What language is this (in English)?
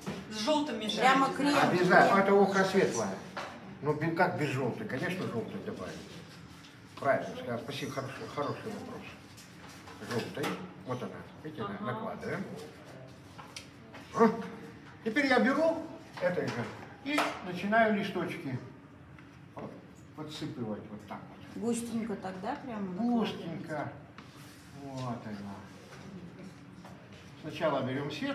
Russian